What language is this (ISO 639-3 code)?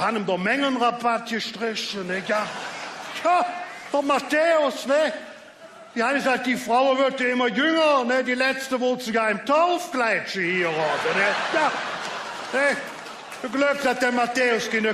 ksh